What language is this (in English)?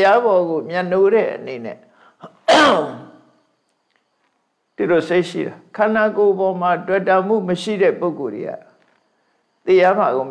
Burmese